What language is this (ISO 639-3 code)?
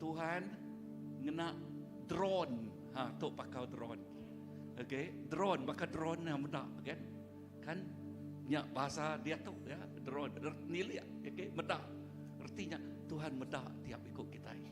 iba